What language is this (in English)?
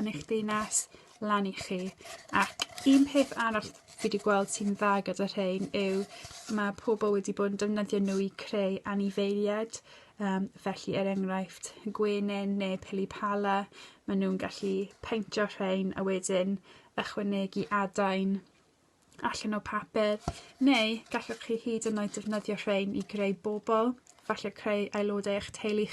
Welsh